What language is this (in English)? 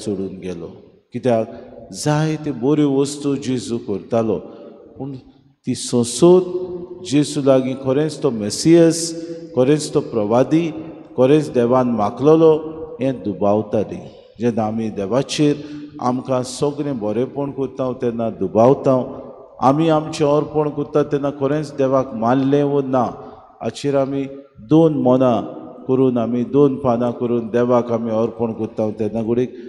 Konkani